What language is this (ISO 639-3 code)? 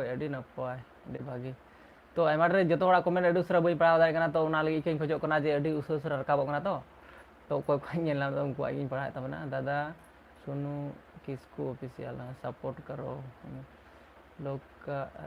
sat